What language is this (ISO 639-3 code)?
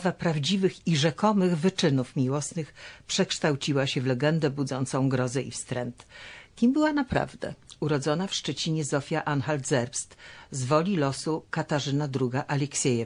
pol